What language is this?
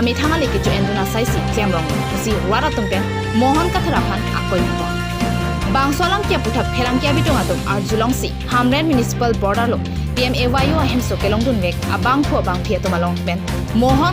Karbi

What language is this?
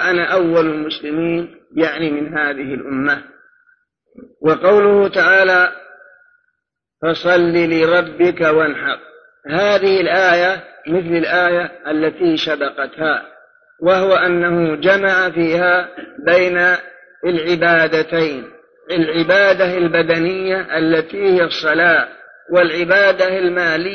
Arabic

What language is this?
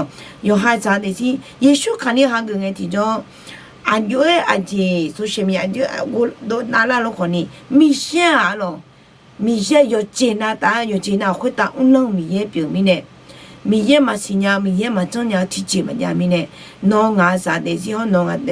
Akha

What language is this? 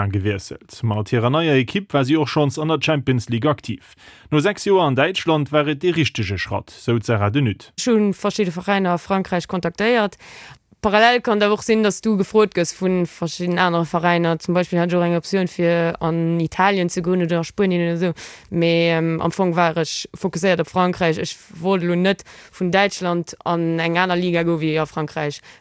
Luxembourgish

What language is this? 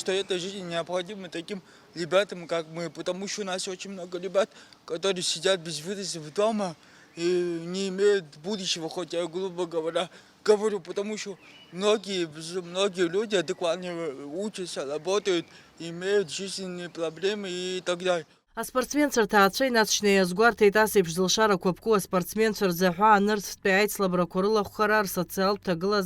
Abkhazian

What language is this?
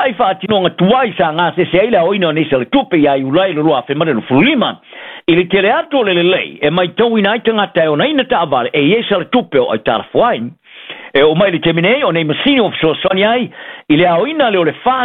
Samoan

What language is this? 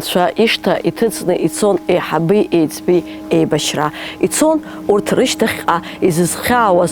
Abkhazian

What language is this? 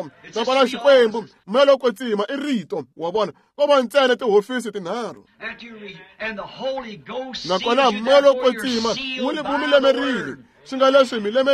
Tsonga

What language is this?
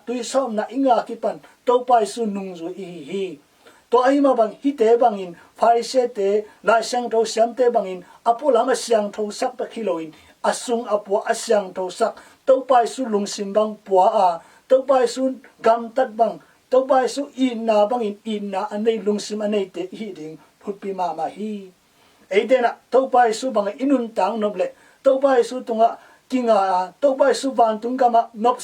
Tedim Chin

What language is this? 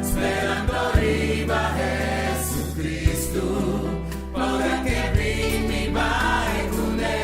Papiamento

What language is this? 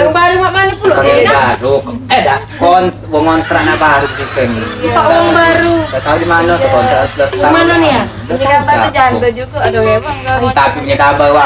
Musi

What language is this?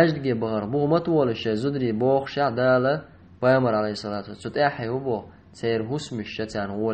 Chechen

